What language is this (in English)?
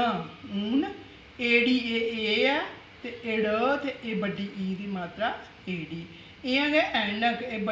Dogri